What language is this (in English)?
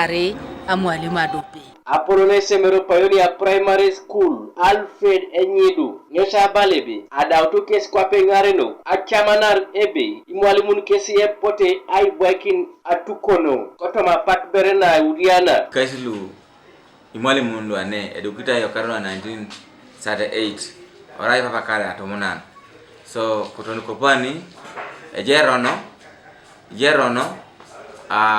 Teso